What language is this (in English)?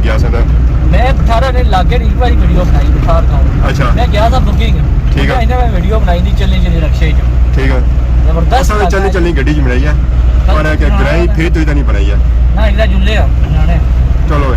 Pahari-Potwari